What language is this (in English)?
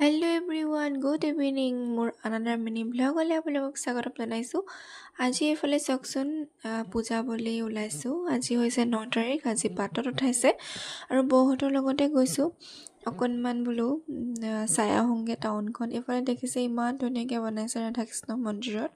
Assamese